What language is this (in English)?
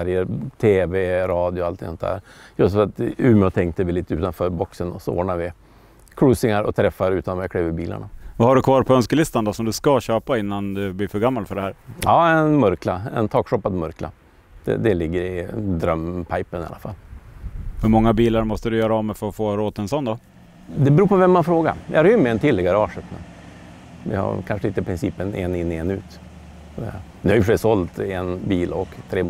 Swedish